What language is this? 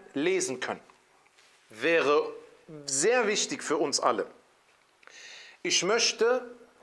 German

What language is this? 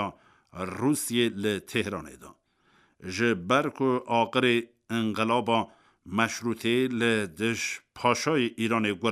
Kurdish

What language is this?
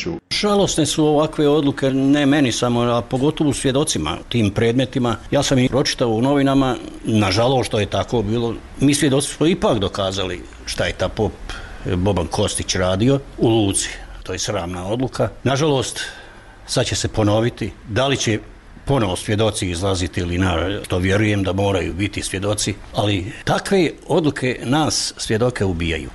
Bosnian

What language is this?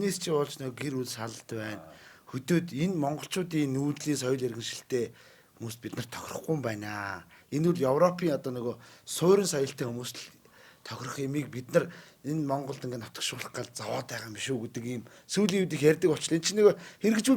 Mongolian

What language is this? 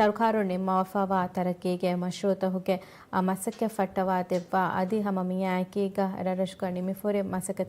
Divehi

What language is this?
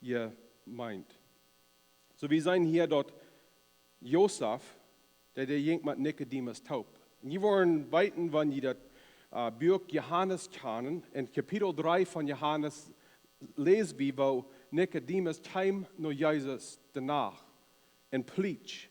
Plautdietsch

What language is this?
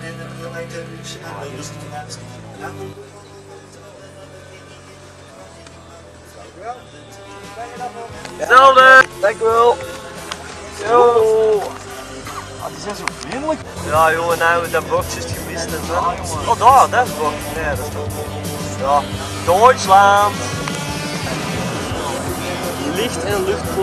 Dutch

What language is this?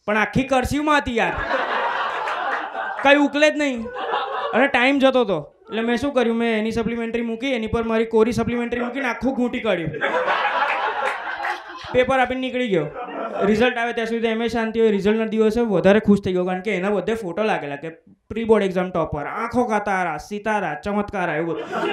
Gujarati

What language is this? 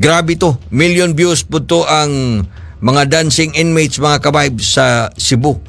Cebuano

